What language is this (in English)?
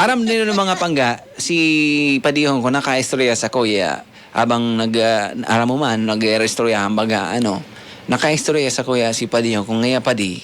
Bikol